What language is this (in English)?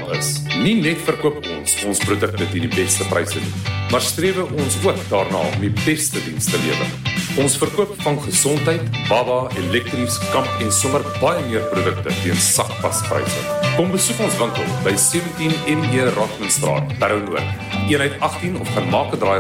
Afrikaans